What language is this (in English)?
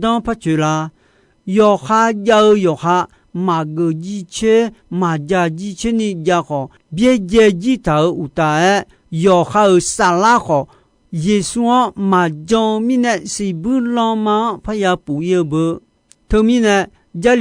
Akha